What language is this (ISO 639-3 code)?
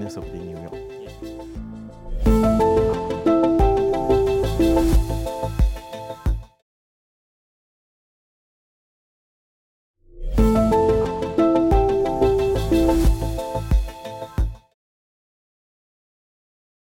msa